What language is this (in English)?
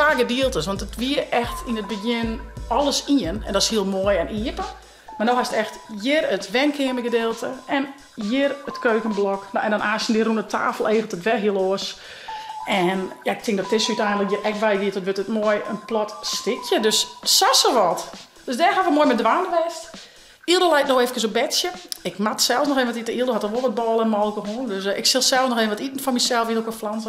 Western Frisian